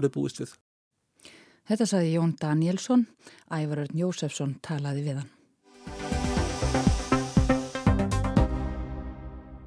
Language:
Icelandic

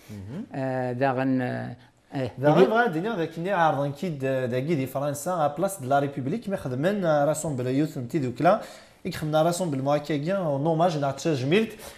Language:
Kabyle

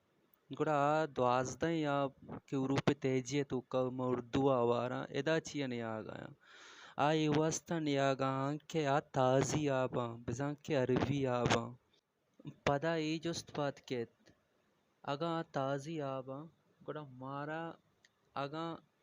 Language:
Baluchi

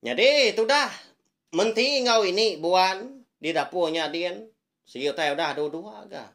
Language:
Iban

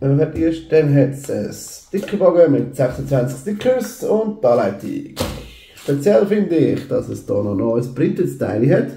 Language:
Swiss German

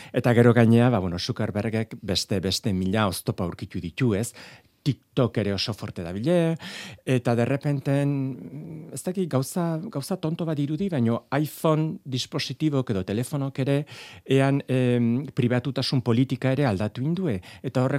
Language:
Basque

